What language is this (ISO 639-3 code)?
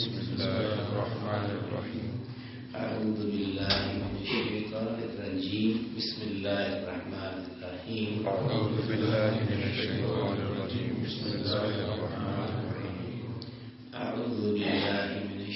urd